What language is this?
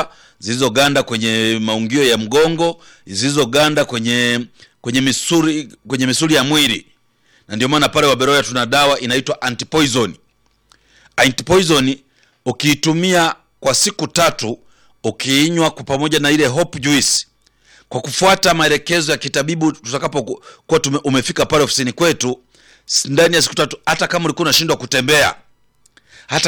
Swahili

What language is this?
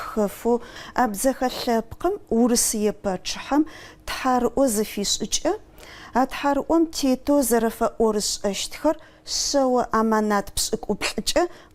Adyghe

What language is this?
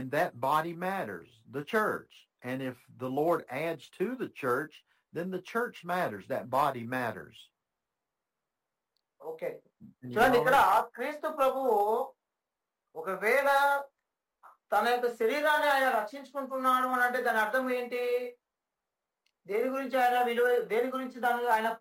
Telugu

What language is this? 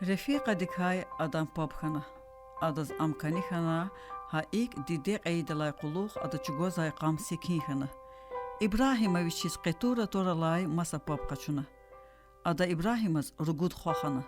Lezghian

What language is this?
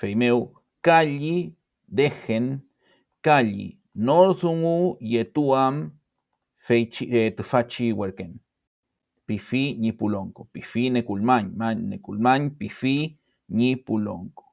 Mapuche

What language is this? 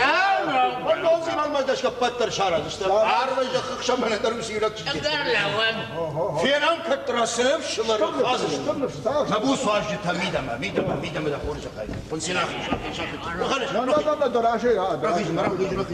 Ossetic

